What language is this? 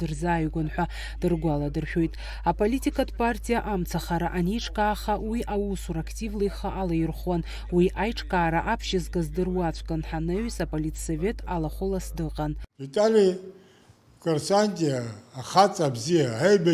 Abkhazian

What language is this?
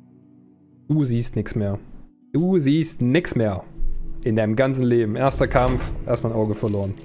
German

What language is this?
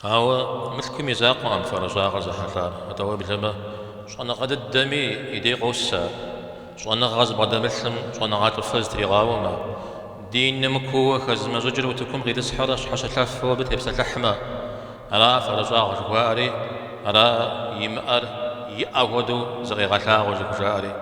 Kabardian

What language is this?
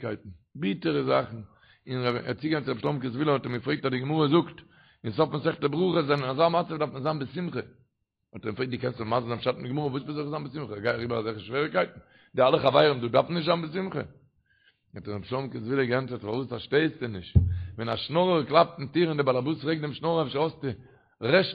Yiddish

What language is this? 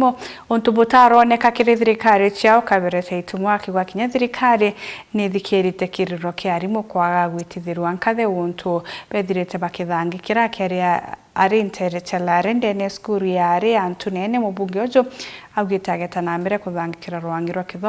Meru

